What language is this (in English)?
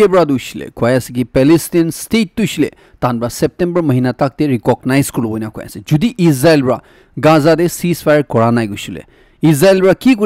Naga Pidgin